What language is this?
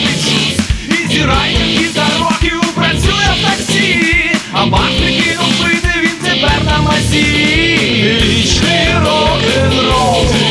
Ukrainian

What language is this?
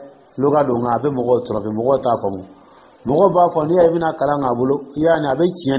Dyula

